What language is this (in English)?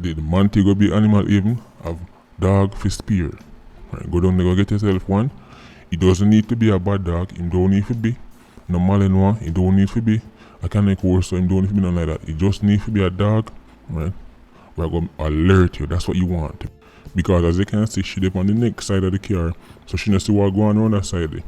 Jamaican Creole English